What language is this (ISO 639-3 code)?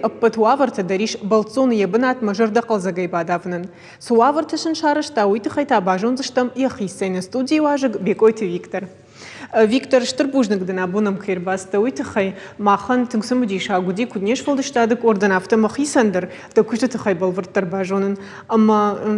oss